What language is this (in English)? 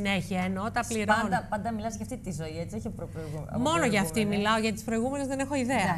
Greek